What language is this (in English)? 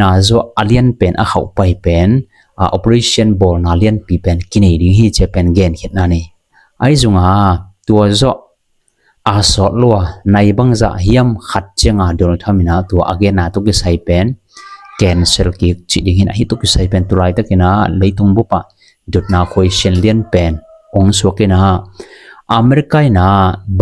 Tedim Chin